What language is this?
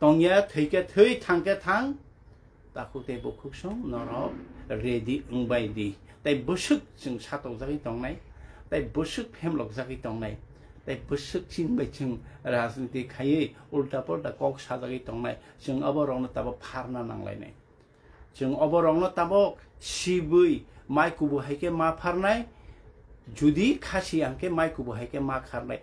Kok Borok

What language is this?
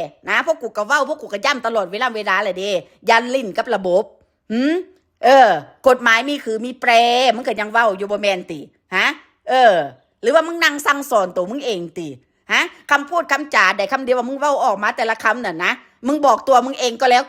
Northeastern Thai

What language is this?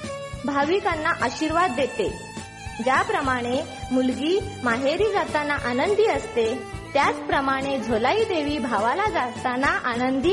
Marathi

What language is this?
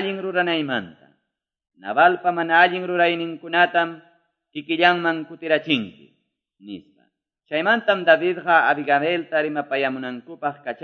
Quechua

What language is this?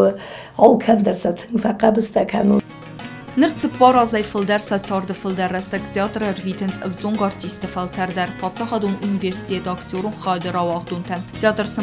Ossetic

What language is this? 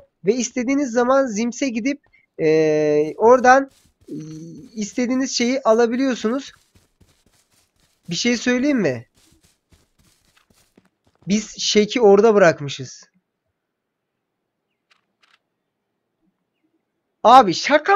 Turkish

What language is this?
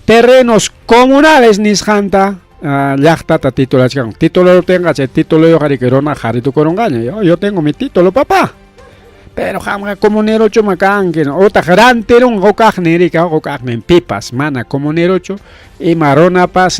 Ayacucho Quechua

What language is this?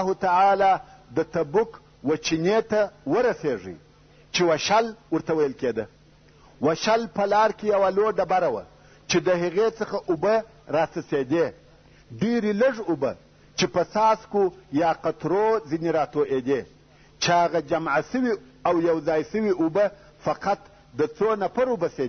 Pashto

